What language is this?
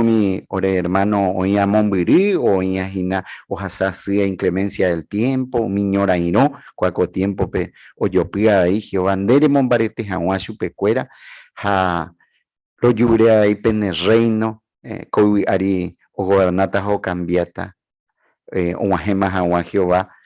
Guarani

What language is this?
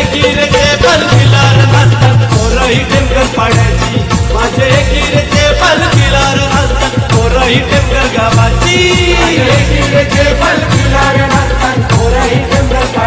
Marathi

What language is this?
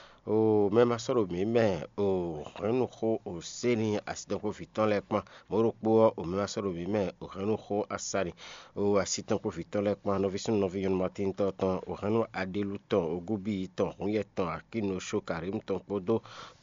Fon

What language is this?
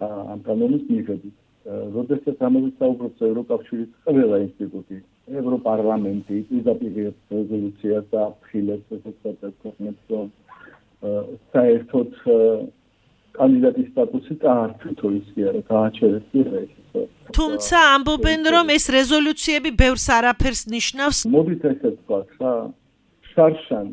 Georgian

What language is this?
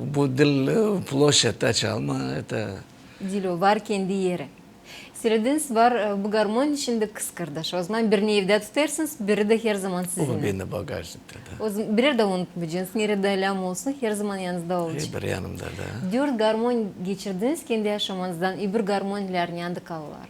Gagauz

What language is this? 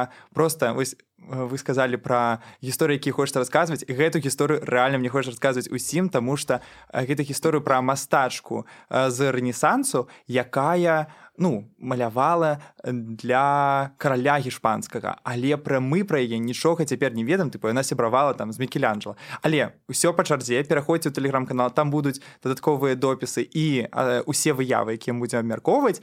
Belarusian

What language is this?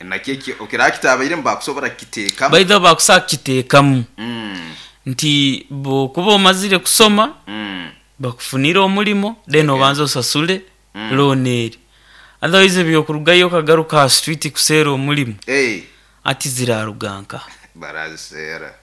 Nyoro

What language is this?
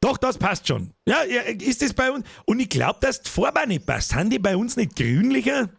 Bavarian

